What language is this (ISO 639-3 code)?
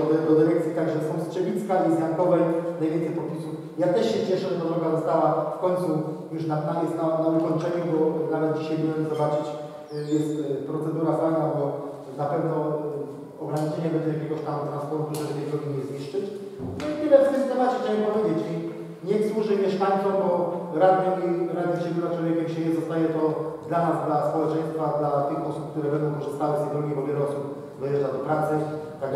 pol